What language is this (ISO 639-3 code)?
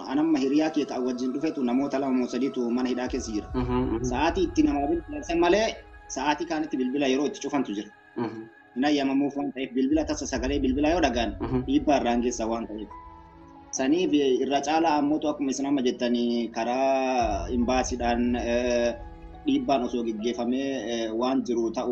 orm